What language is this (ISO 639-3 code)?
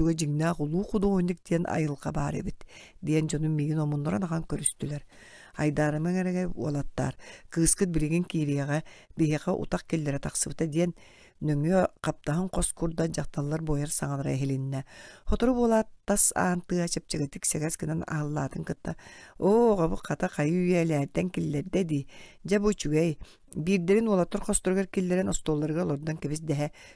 sah